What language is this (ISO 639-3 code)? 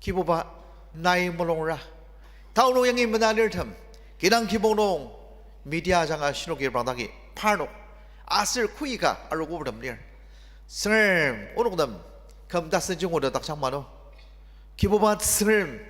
njo